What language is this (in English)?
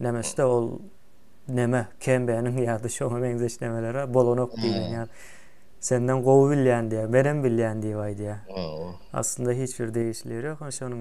Turkmen